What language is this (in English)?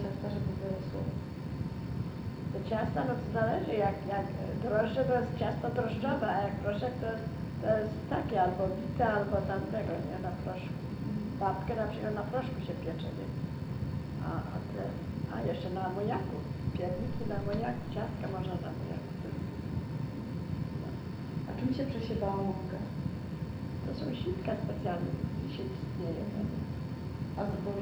Polish